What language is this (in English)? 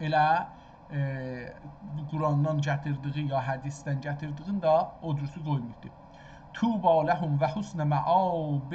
South Azerbaijani